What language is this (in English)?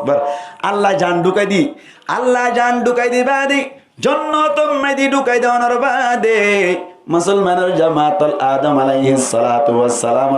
Rohingya